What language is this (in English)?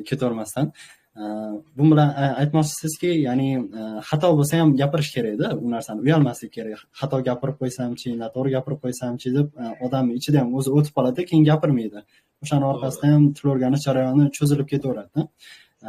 Uzbek